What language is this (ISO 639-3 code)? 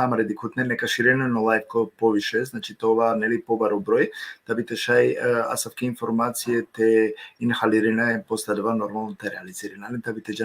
rmn